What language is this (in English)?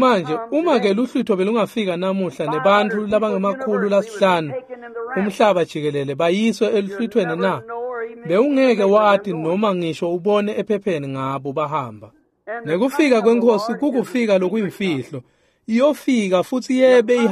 Swati